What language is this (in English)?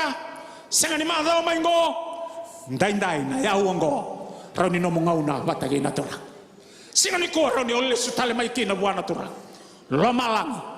Fijian